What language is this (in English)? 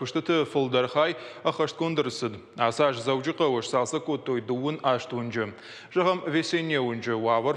Ossetic